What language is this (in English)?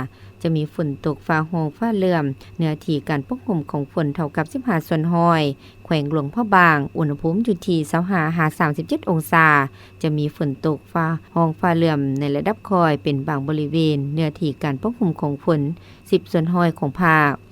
Lao